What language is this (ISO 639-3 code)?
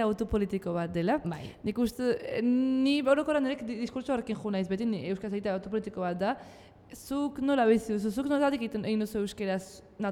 eus